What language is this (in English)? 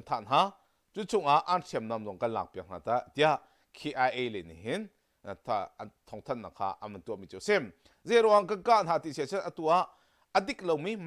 Hakha Chin